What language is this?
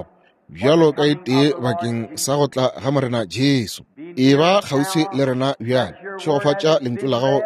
Northern Sotho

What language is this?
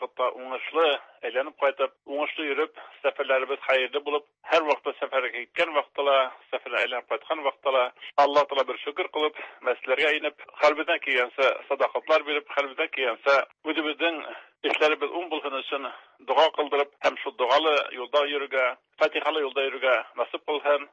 Tatar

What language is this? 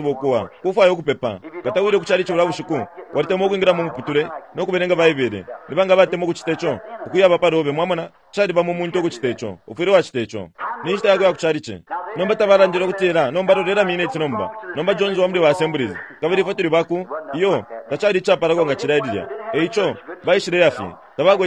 Bemba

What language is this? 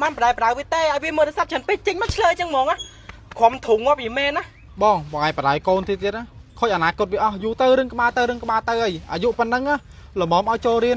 Khmer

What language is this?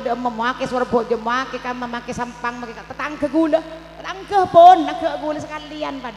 Madurese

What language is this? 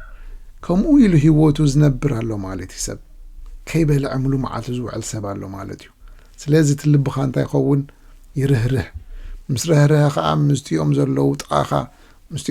Tigrinya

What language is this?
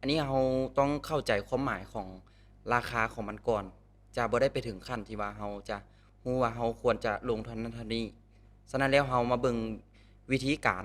Lao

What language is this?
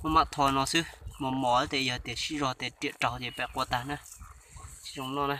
Hmong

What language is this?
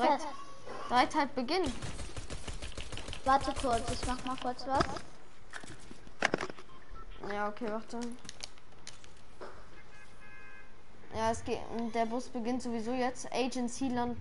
German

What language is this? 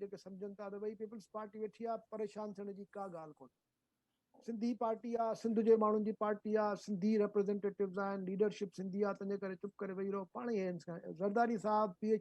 Sindhi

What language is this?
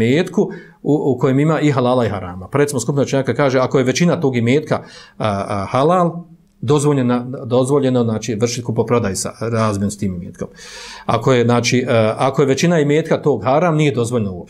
Bosnian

